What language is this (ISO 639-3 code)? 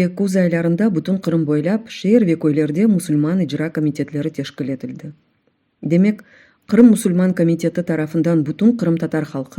crh